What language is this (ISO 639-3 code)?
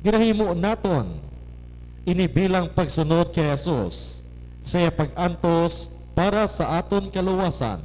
hil